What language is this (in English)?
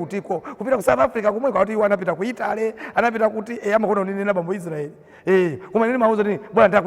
Nyanja